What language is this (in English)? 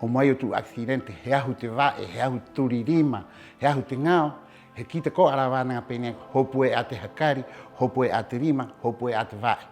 Rapanui